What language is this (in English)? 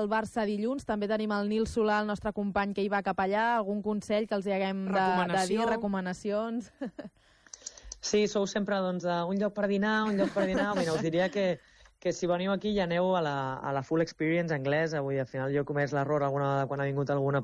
Catalan